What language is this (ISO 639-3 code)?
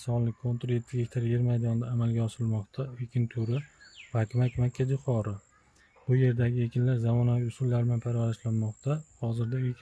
uzb